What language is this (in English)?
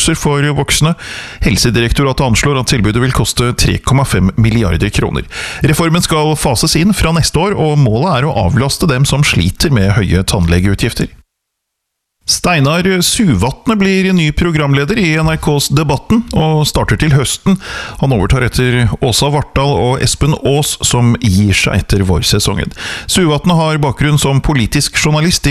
Norwegian